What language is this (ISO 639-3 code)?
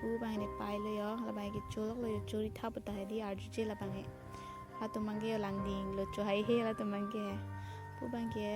mjw